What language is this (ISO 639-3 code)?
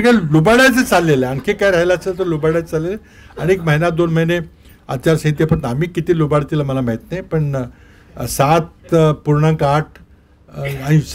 mar